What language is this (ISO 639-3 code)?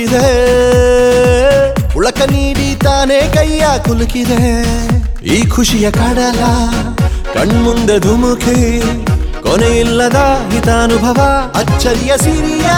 kan